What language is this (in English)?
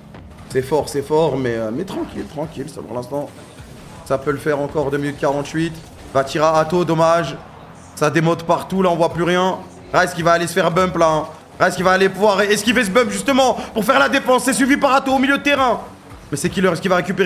French